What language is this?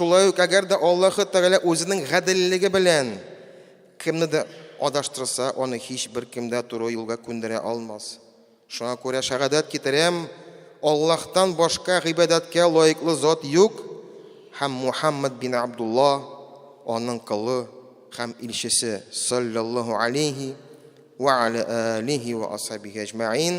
Tatar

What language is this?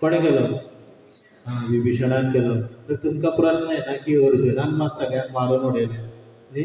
Konkani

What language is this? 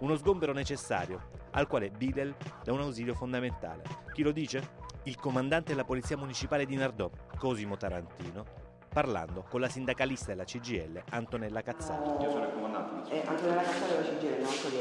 Italian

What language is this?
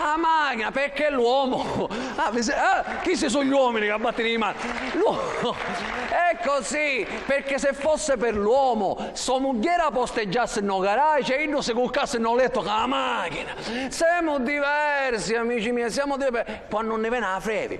Sicilian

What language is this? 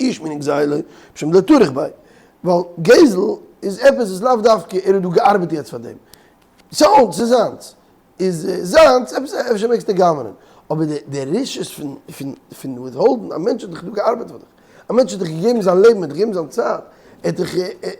Yiddish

